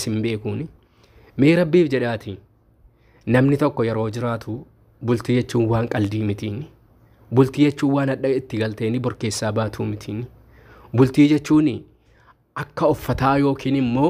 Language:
Oromo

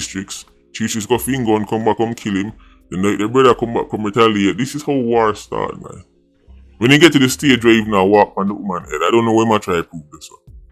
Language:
Jamaican Creole English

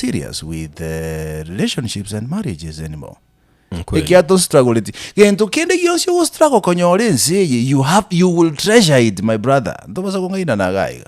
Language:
Gusii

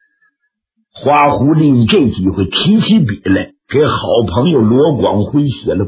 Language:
Chinese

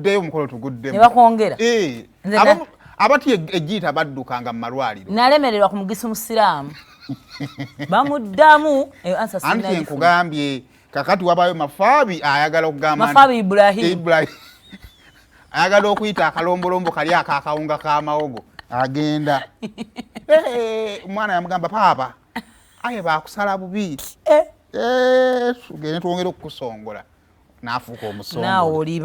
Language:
Ganda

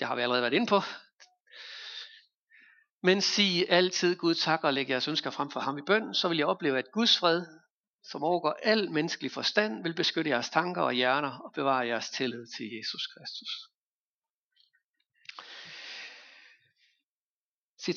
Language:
Danish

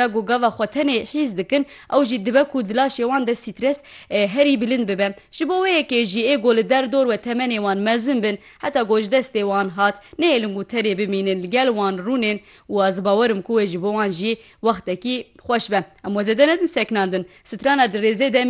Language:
Kurdish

